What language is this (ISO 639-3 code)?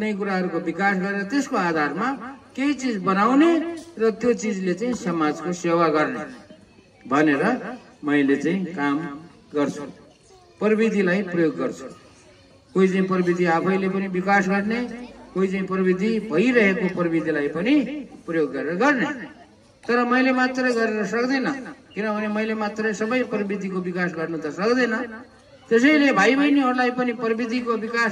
nep